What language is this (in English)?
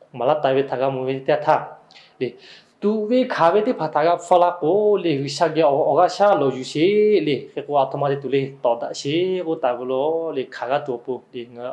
Lahu